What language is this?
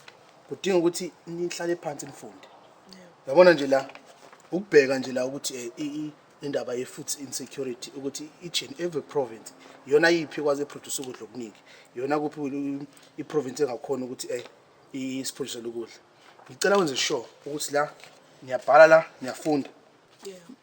Zulu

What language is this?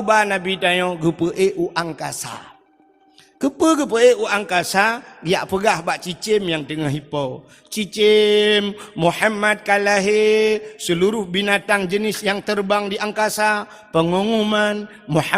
Achinese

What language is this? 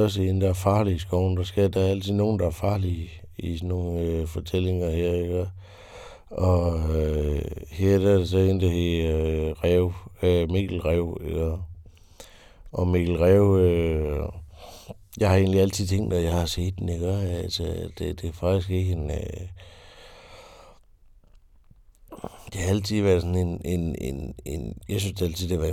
Danish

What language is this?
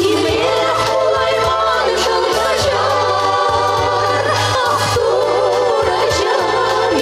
Chuvash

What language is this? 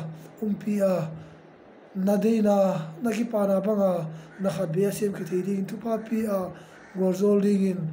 Tedim Chin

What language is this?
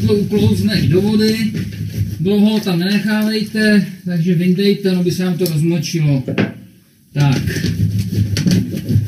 Czech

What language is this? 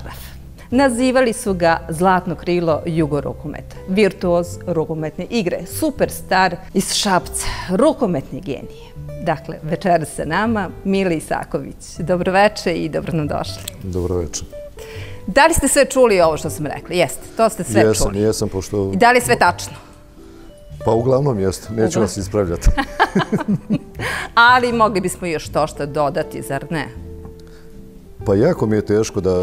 Serbian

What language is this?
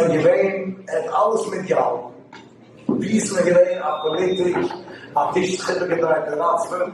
Yiddish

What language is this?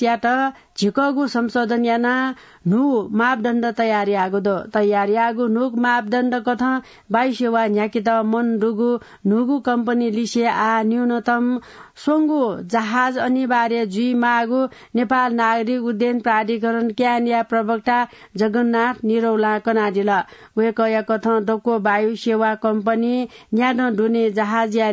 Newari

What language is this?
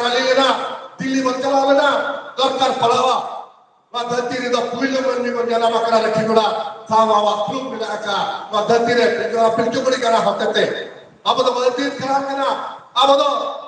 Santali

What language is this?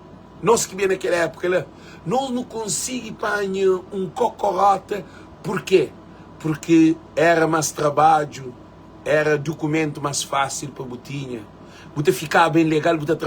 Kabuverdianu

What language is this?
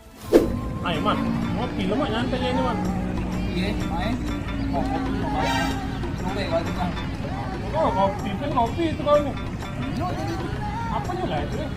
Musi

